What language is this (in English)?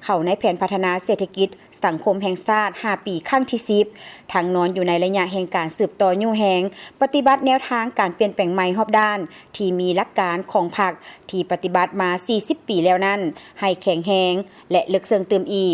Lao